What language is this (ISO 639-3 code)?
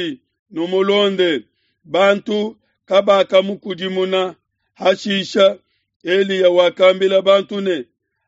lua